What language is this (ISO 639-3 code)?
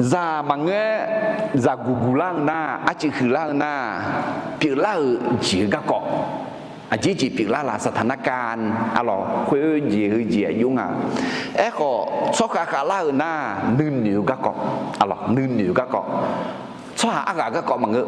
ahk